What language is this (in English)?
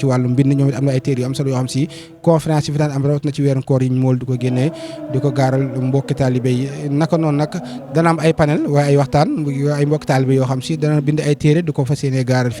Wolof